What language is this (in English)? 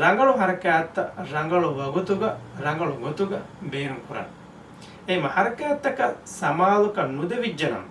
Divehi